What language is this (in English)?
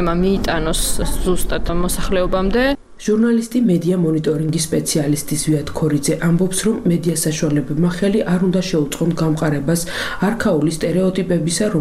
Georgian